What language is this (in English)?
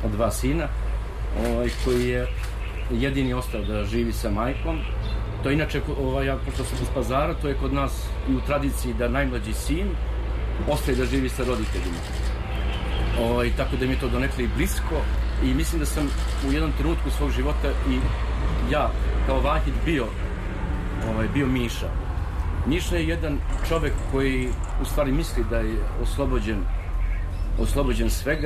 Serbian